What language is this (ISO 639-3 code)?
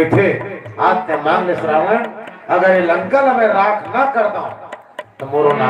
hne